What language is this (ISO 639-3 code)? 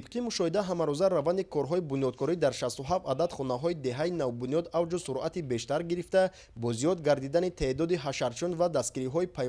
tgk